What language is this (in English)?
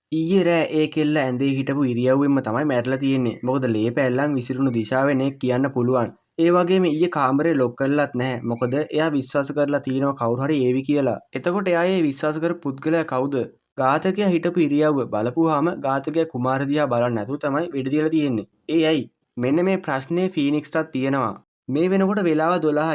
Sinhala